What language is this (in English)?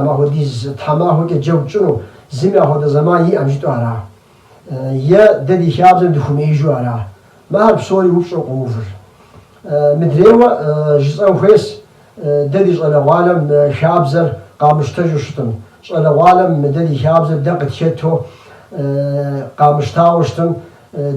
Kabardian